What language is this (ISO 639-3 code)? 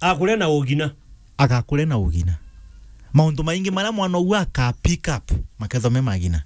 mer